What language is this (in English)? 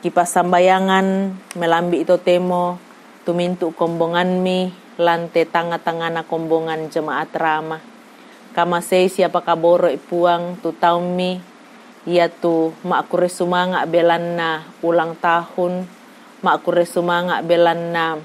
Toraja-Sa'dan